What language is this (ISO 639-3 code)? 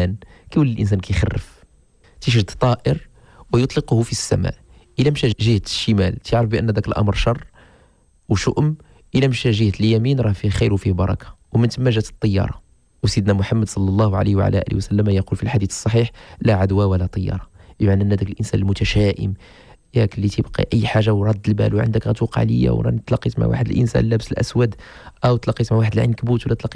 ary